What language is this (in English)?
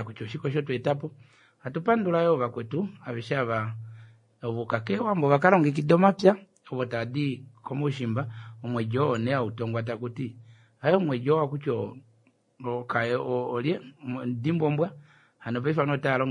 Kuanyama